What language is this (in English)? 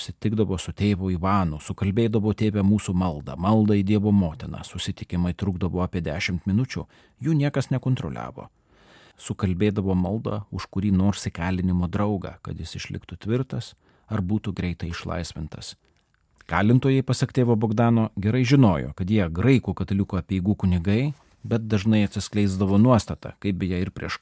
Lithuanian